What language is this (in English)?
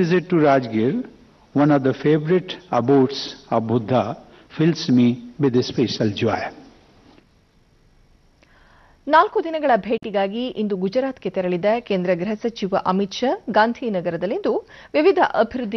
Kannada